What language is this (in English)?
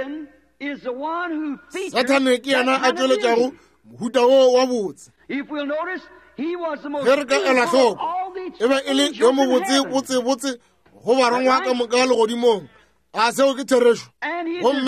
Northern Sotho